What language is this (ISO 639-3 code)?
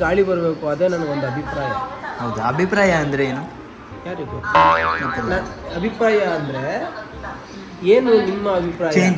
kan